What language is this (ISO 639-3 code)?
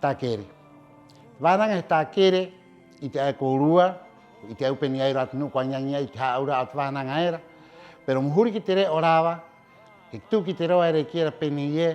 rap